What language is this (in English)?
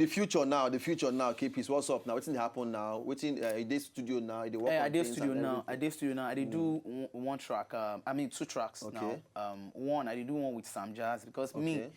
Nigerian Pidgin